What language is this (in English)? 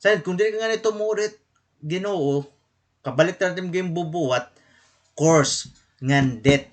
Waray